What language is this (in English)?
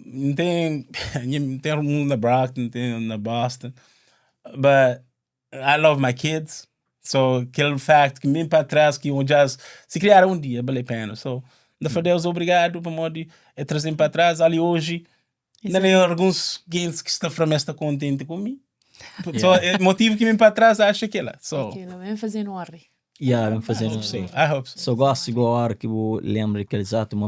Kabuverdianu